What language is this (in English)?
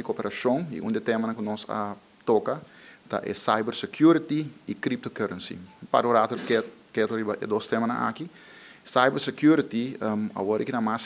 Papiamento